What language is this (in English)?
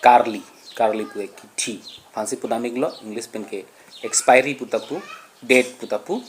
Karbi